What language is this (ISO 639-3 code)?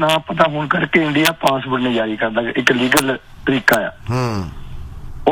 pan